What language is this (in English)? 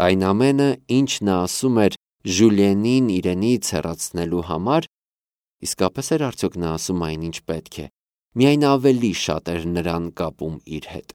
Armenian